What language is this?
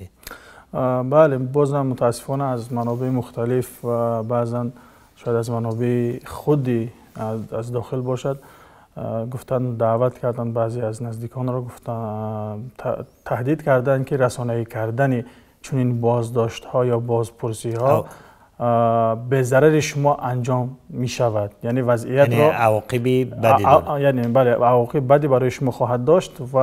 Tajik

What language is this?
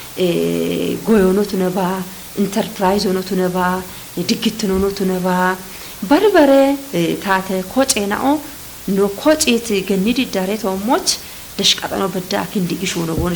Kafa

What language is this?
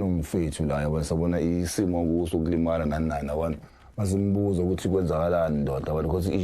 Zulu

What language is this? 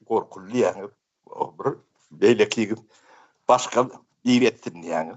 Turkmen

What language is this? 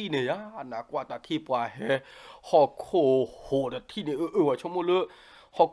S'gaw Karen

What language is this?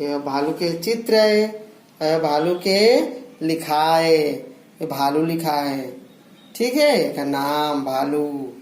Chhattisgarhi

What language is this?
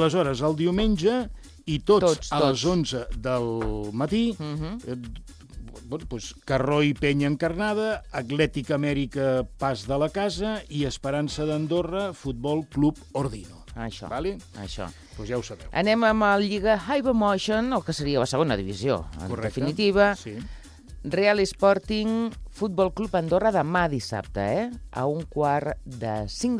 Catalan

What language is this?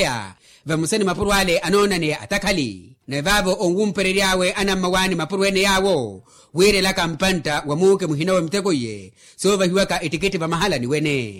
Makhuwa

